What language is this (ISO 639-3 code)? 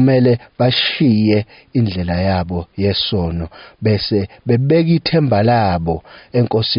zul